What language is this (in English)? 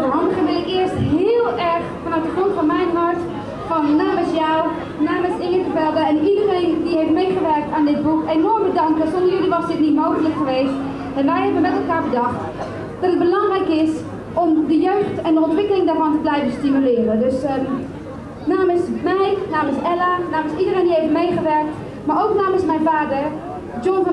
Dutch